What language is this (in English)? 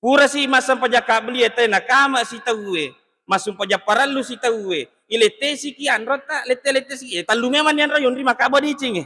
Buginese